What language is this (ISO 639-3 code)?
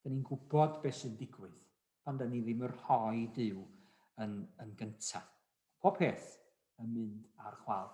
cym